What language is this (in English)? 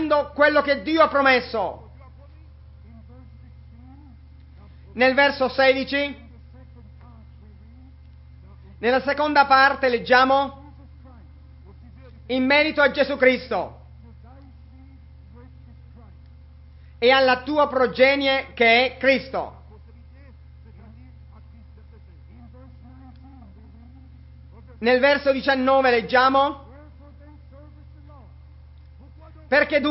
Italian